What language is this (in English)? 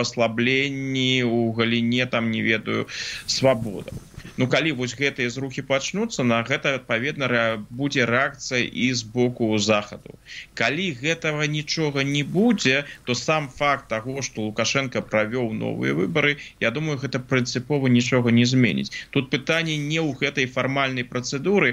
Belarusian